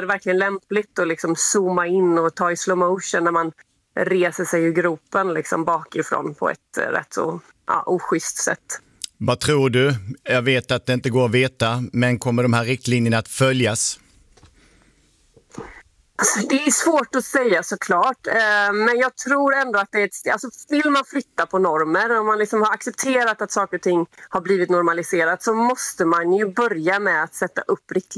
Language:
Swedish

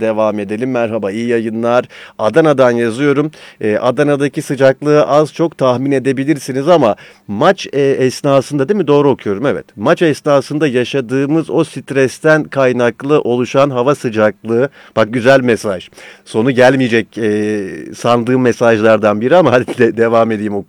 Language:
Turkish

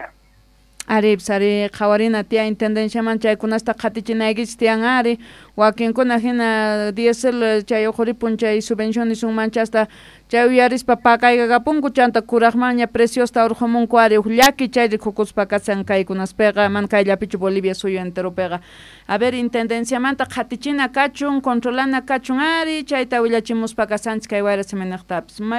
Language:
South Bolivian Quechua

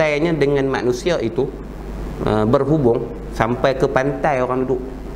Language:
Malay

